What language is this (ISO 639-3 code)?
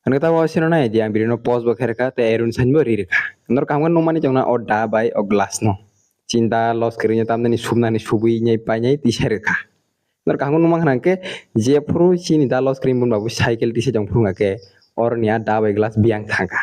trp